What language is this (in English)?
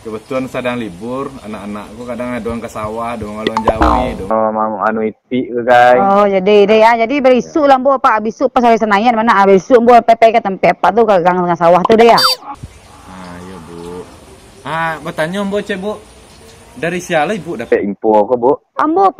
Minangkabau